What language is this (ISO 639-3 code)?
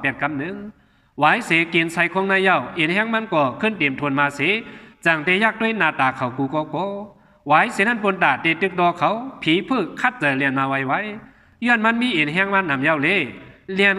shn